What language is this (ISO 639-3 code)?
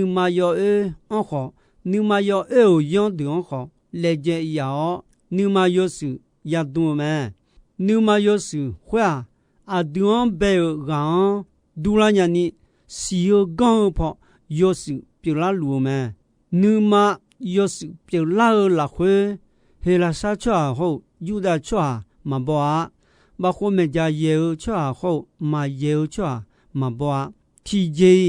ahk